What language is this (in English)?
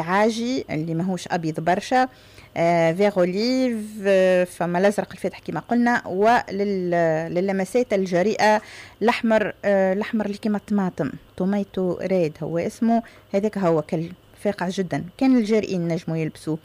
Tunisian Arabic